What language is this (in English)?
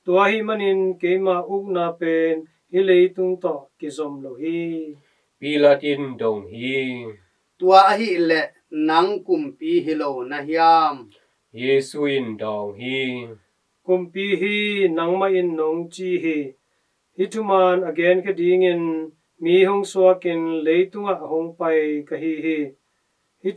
Tedim Chin